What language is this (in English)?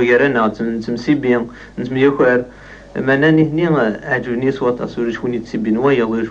Kabyle